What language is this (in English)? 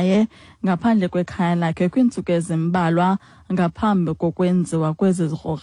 Xhosa